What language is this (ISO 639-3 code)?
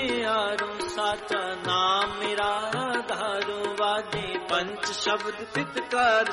pan